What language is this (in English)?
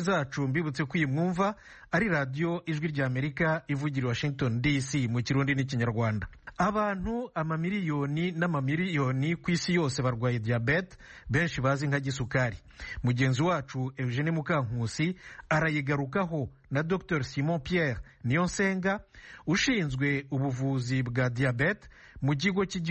Kinyarwanda